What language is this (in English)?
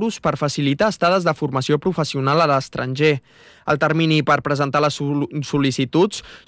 Catalan